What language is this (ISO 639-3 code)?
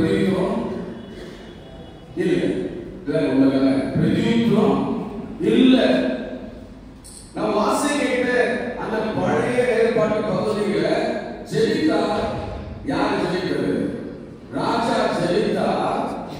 tam